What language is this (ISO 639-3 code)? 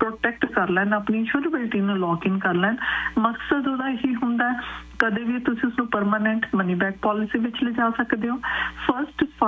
pan